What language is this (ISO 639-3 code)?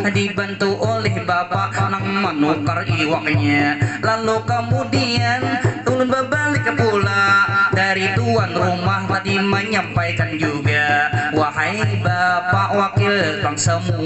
bjn